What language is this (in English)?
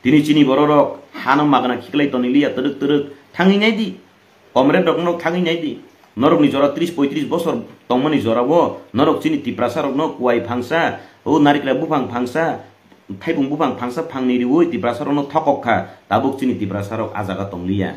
Kok Borok